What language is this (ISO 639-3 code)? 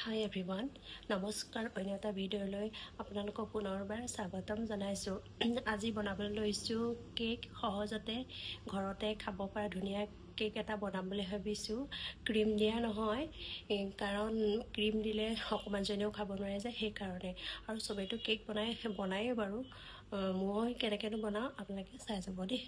asm